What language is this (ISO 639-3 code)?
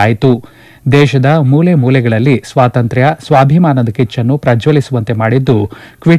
kan